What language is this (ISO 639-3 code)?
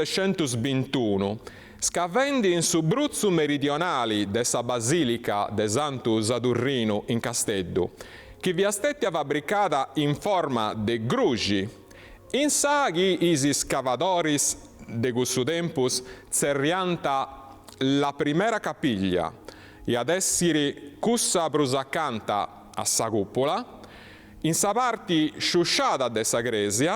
srd